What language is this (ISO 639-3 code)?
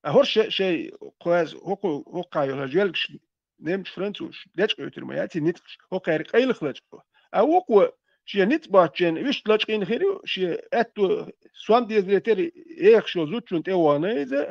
che